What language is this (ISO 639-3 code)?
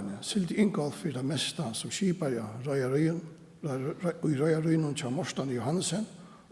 fao